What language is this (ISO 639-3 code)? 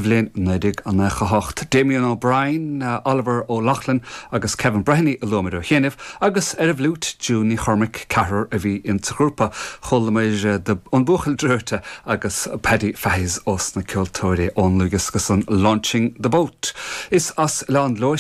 gle